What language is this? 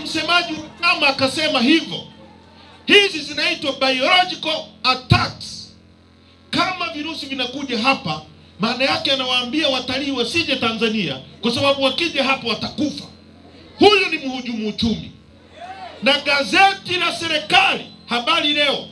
Swahili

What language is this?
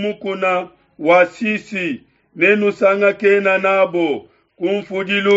Luba-Lulua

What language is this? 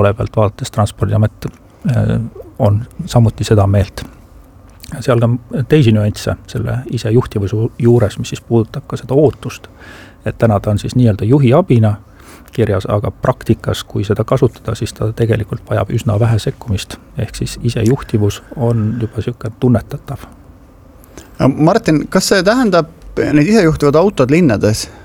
Estonian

